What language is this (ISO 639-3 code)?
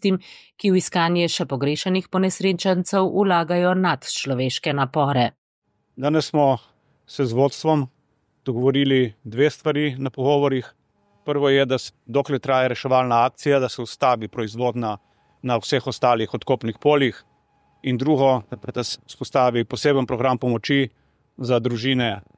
slv